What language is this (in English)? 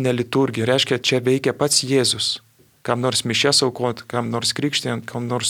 Lithuanian